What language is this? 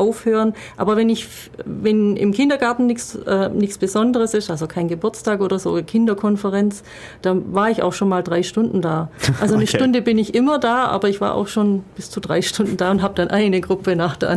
German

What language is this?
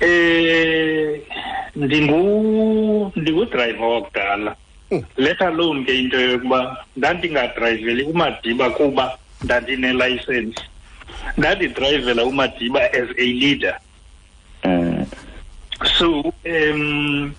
Xhosa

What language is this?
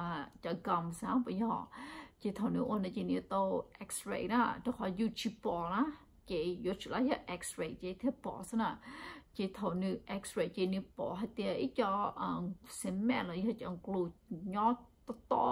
Hmong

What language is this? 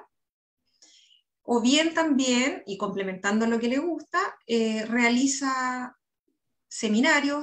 Spanish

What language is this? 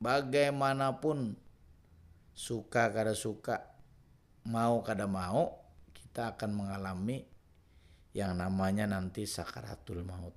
Banjar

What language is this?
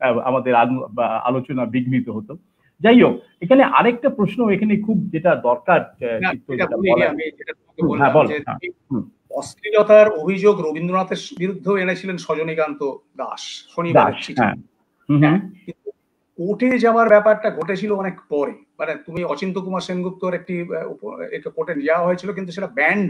Bangla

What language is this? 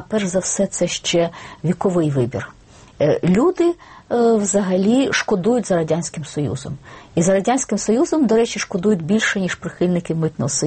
Ukrainian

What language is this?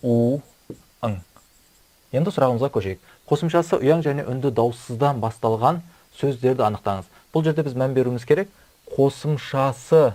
Kazakh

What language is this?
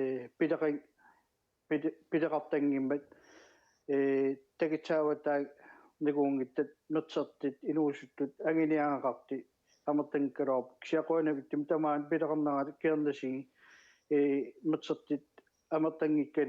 Kalaallisut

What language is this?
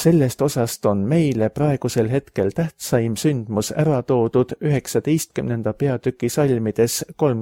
Estonian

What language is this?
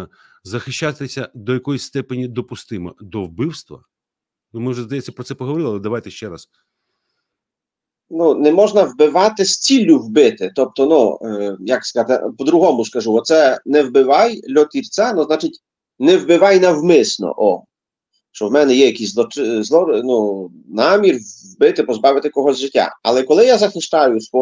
Ukrainian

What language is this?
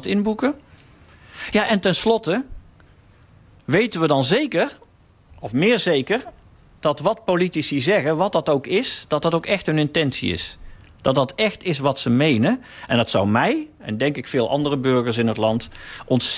Dutch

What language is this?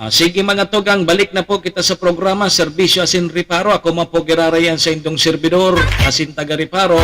Bikol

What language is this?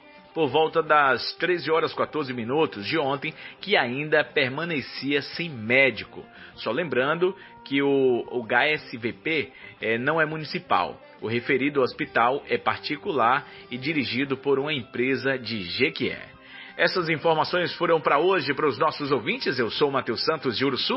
Portuguese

